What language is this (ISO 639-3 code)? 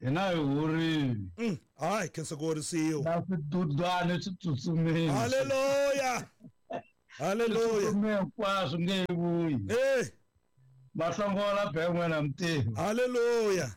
tso